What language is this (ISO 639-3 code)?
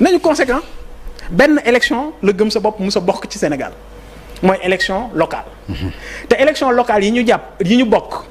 wol